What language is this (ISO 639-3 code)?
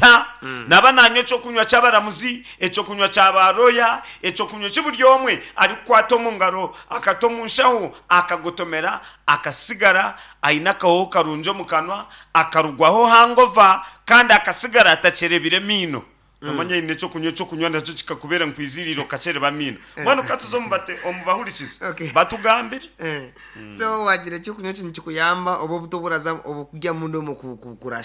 nyn